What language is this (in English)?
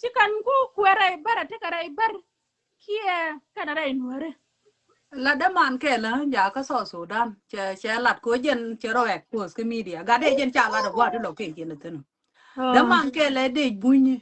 Nuer